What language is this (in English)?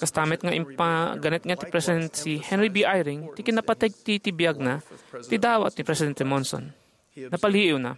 Iloko